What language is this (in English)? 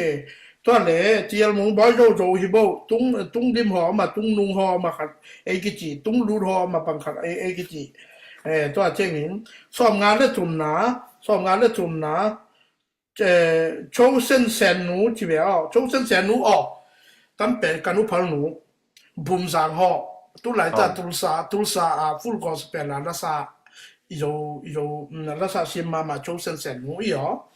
Tedim Chin